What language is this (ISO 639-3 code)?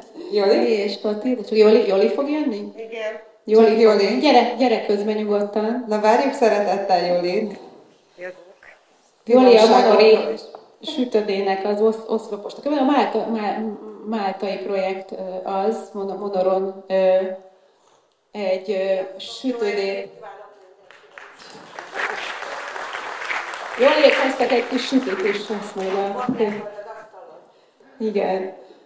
hun